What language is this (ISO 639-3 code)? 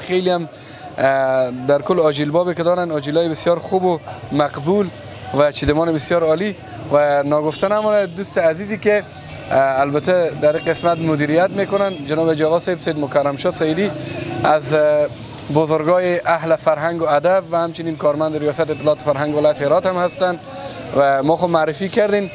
fas